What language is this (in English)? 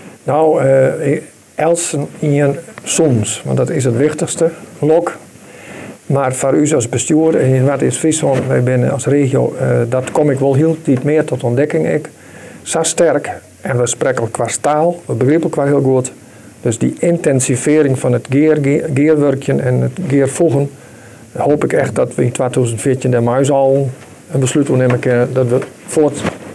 Western Frisian